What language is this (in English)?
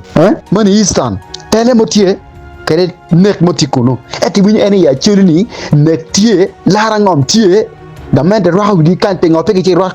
Acoli